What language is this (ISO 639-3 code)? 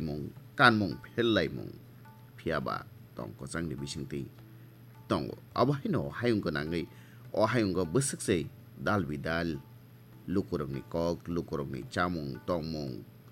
trp